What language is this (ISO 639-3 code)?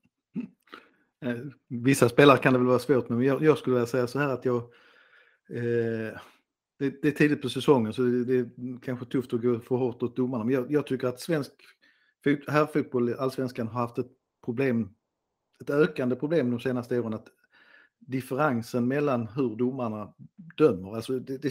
swe